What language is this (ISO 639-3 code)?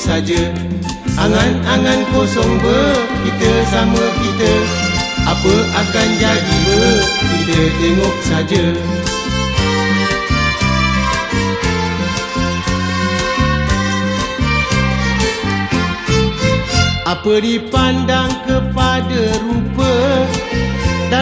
msa